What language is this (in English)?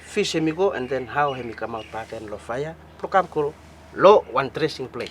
Bislama